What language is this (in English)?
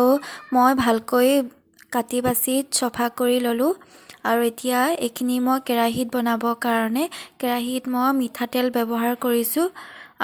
Assamese